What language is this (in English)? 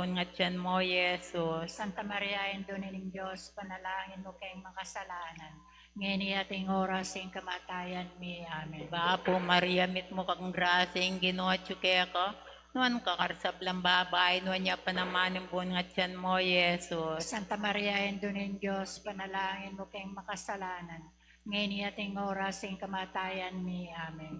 Pampanga